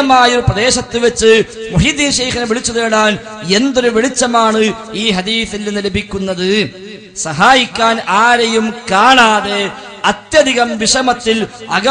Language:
Malayalam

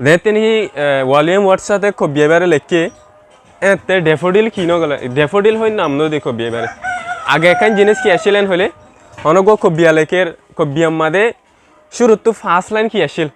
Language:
Rohingya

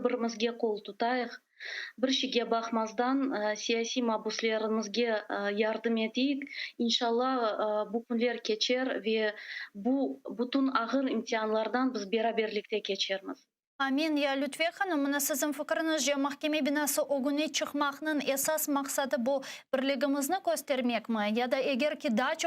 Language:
Crimean Tatar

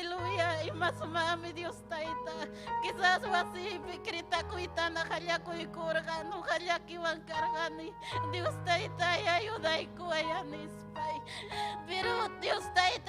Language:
Ayacucho Quechua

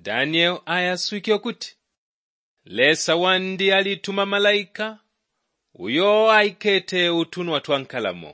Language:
Bemba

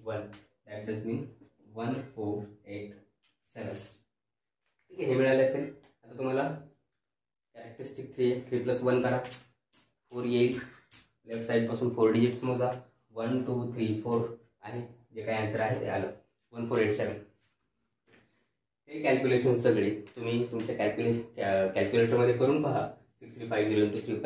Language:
Marathi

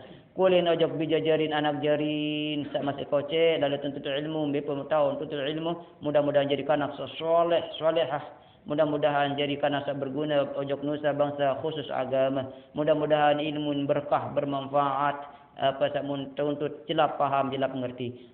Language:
Sasak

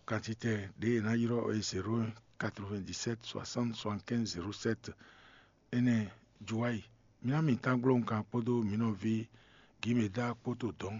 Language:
Fon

